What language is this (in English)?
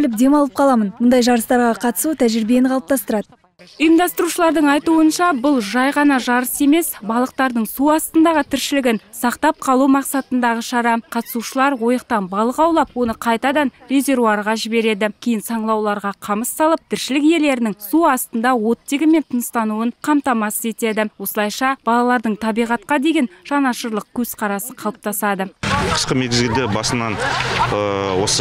Kazakh